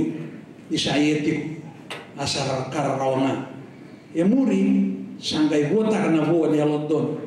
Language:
Fijian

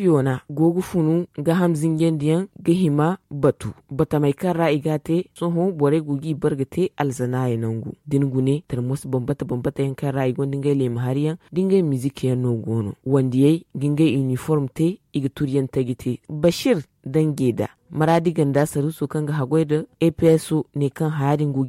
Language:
Zarma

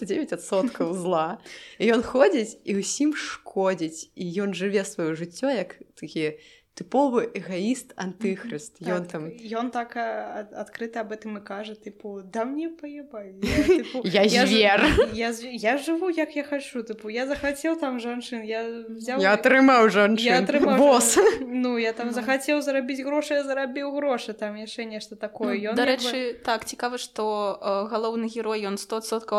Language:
Belarusian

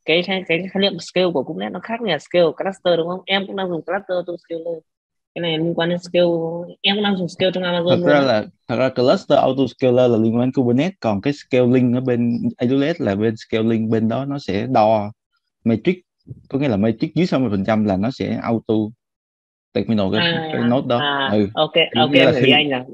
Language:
Vietnamese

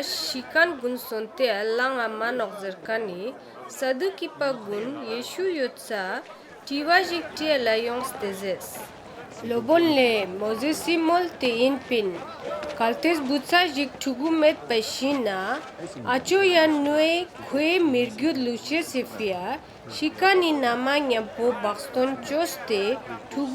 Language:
Ladakhi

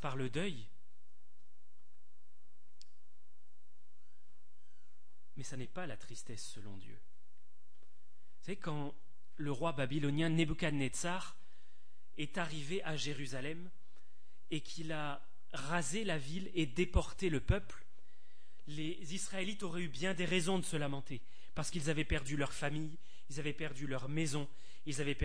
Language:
French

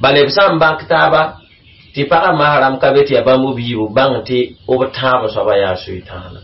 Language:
Mossi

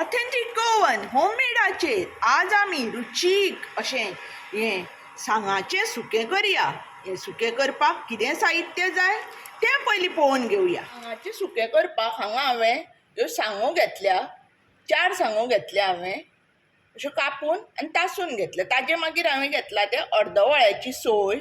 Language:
Konkani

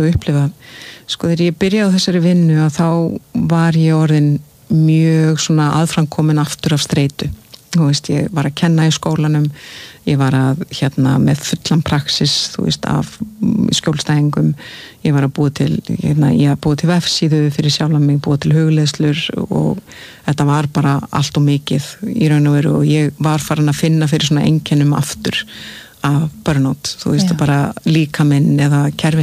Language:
Icelandic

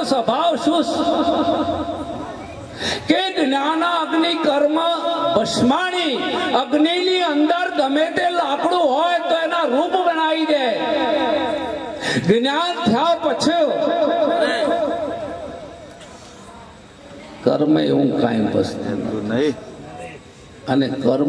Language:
Gujarati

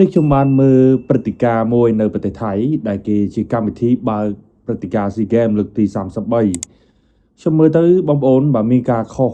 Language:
Khmer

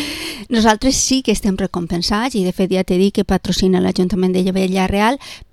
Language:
Catalan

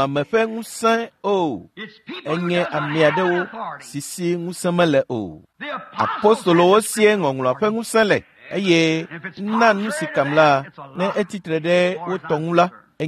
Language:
Ewe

